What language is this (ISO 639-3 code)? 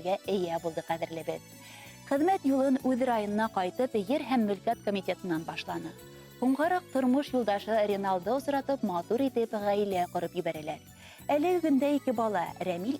bak